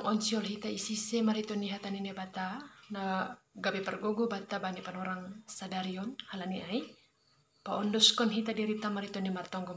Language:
Batak Simalungun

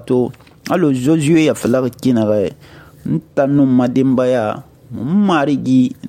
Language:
Susu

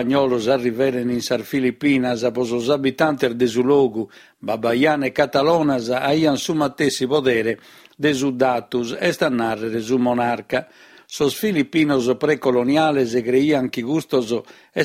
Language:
Sardinian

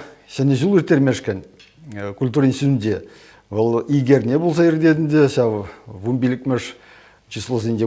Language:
Chuvash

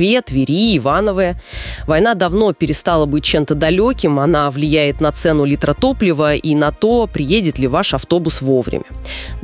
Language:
Russian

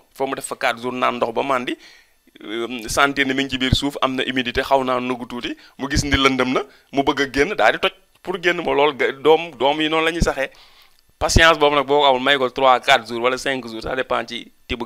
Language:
Wolof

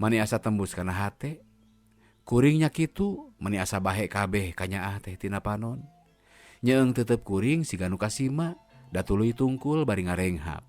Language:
Sundanese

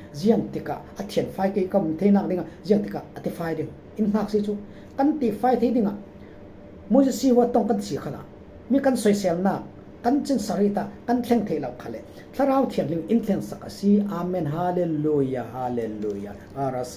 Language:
Falam Chin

